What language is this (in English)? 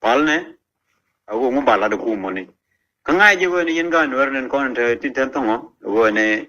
Nuer